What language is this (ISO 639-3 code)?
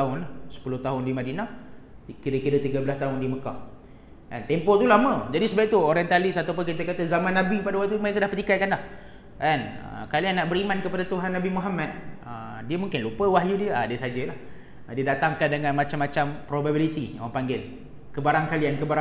msa